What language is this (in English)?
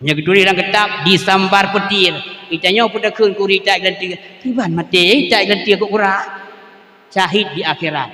Achinese